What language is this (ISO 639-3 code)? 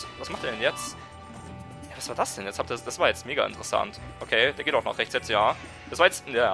deu